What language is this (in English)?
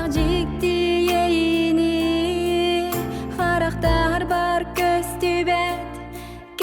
Yakut